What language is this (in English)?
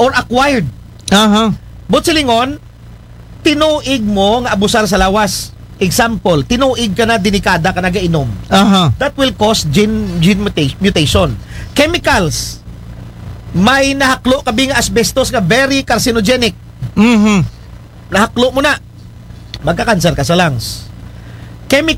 Aklanon